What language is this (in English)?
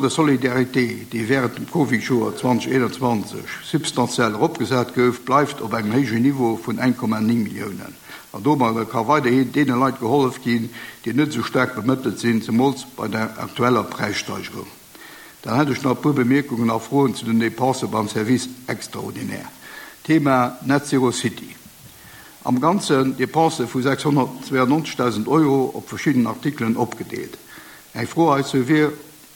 Luxembourgish